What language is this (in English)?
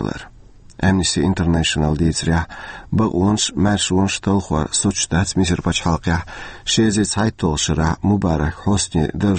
Chechen